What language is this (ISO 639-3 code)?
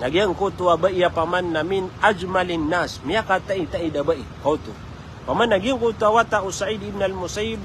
mrw